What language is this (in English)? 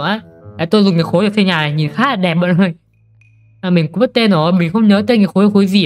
Vietnamese